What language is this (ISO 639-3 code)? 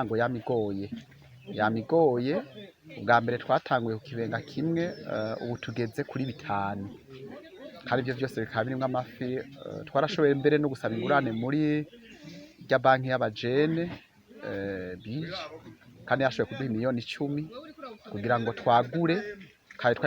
run